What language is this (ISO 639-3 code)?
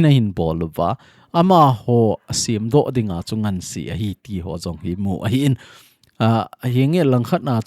tcz